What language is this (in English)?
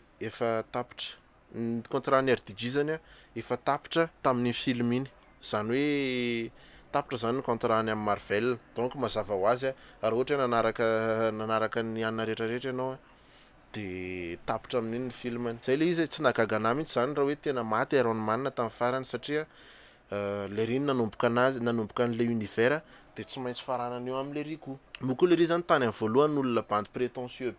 Malagasy